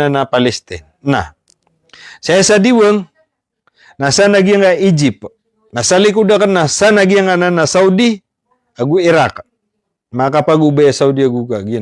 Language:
Maranao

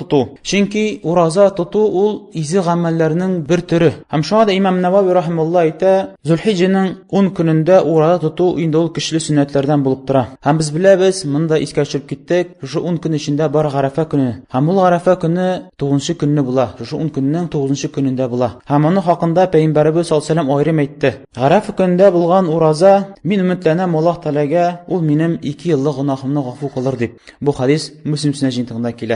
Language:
Tatar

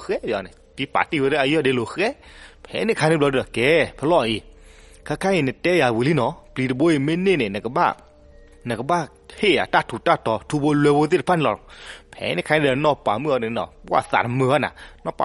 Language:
S'gaw Karen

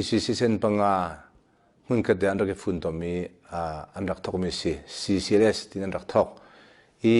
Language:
Hakha Chin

